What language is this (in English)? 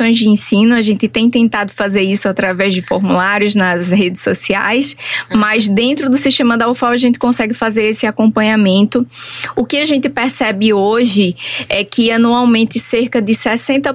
Portuguese